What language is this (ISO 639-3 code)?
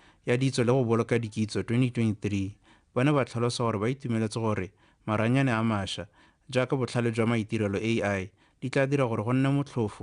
tsn